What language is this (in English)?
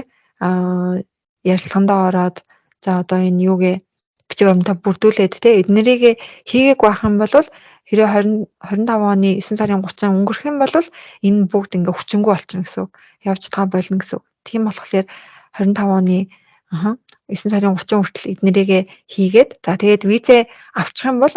Mongolian